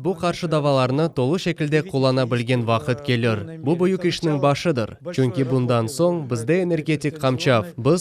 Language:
Crimean Tatar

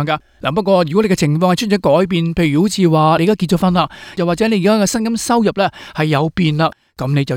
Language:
Cantonese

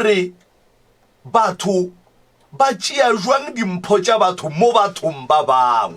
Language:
Northern Sotho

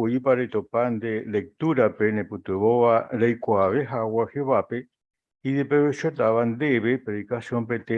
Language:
Guarani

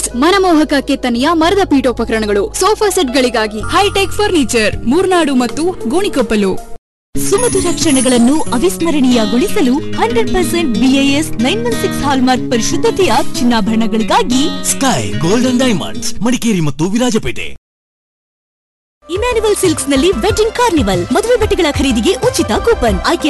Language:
Kannada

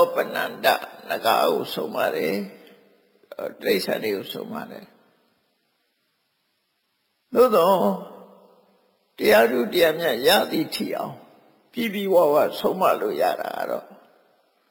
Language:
Burmese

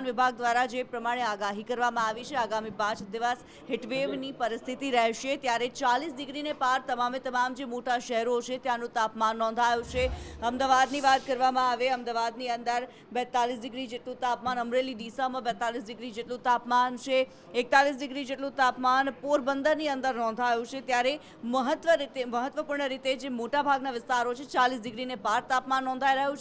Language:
Gujarati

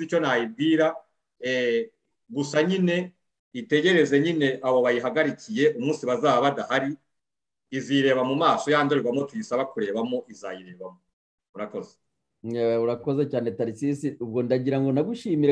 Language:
Kinyarwanda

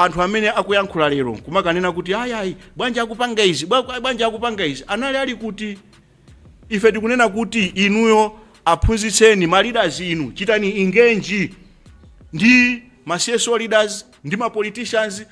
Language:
Nyanja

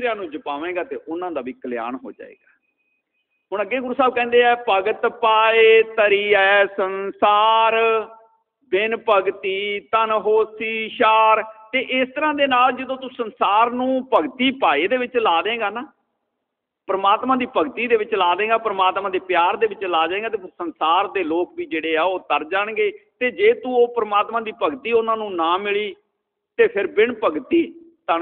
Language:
Punjabi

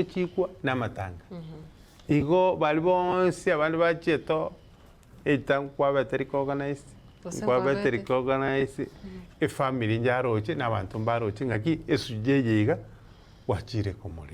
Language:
Gusii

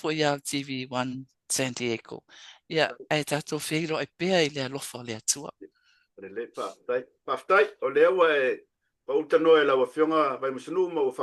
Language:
Samoan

